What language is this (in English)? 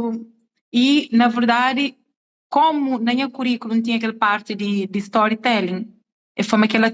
Kabuverdianu